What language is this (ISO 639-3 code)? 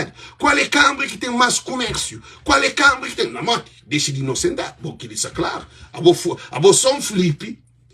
kea